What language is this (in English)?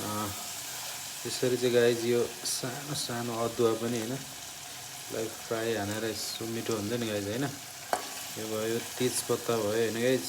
Nepali